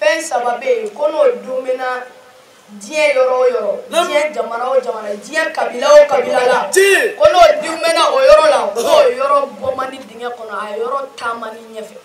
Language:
Bambara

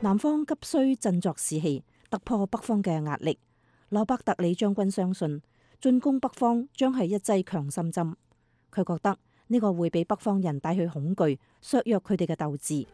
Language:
Cantonese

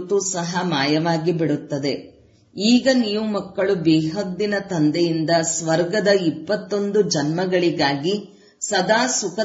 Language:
Kannada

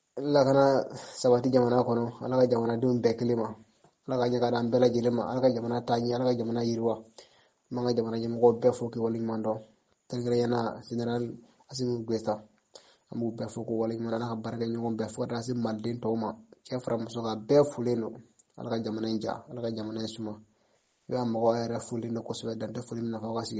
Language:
Bambara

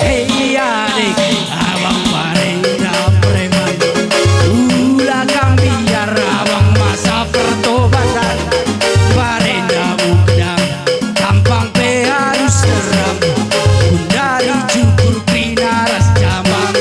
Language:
Batak Karo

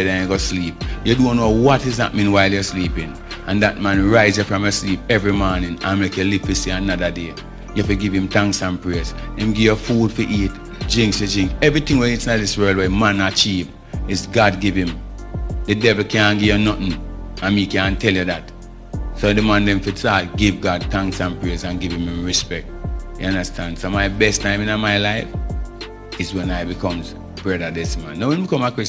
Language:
Jamaican Creole English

